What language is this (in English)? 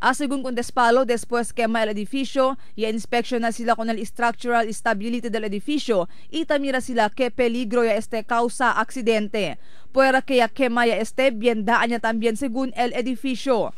Chavacano